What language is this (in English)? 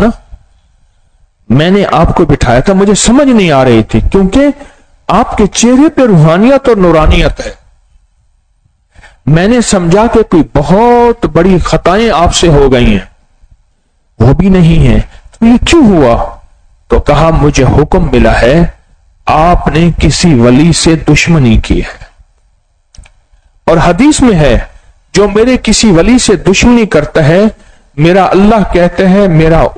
Urdu